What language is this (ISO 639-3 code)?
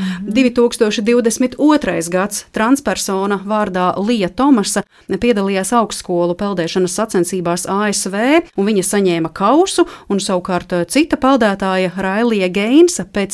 lav